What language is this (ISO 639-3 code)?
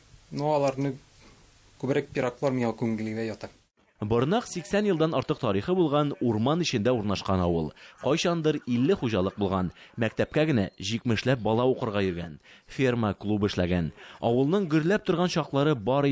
tat